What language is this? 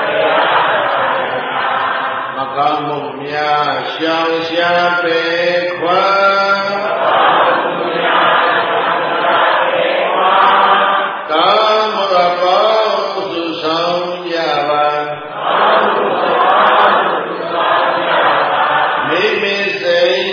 Burmese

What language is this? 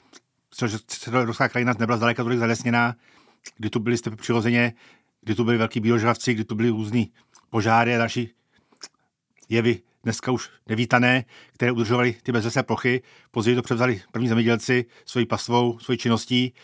Czech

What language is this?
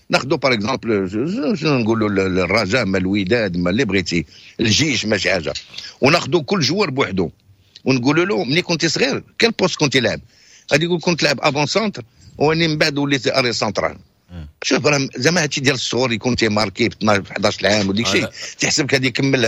Moroccan Arabic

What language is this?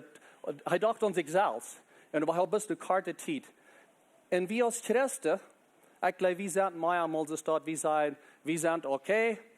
Plautdietsch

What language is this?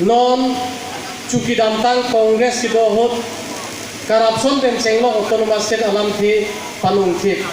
Karbi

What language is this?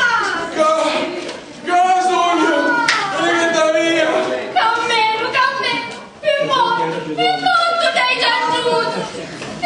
Sicilian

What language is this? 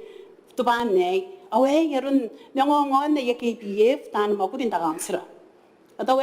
Gilbertese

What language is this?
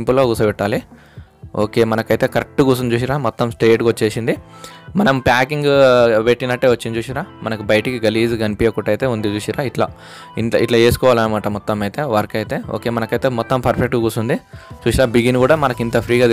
Telugu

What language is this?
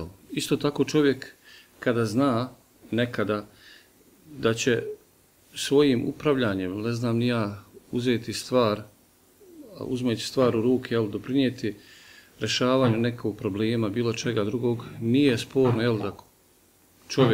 Bosnian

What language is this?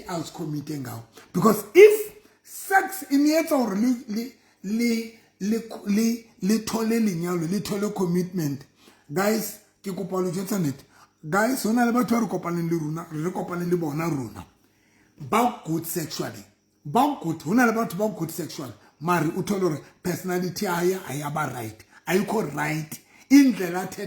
Southern Sotho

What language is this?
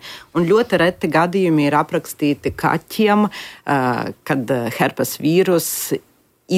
Latvian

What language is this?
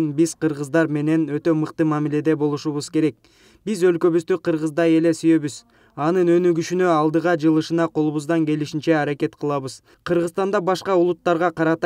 Kyrgyz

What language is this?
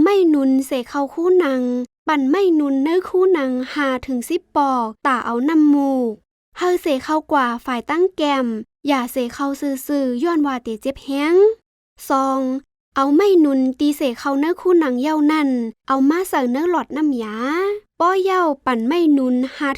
Shan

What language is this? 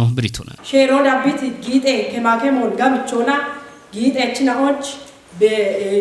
Kafa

